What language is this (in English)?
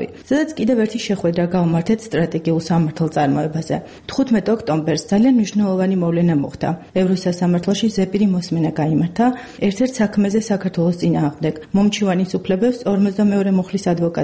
Georgian